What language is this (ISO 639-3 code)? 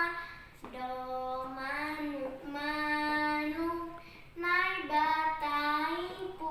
bts